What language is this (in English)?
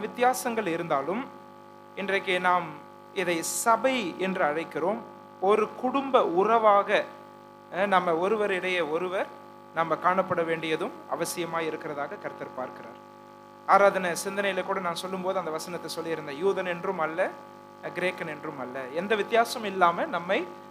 Tamil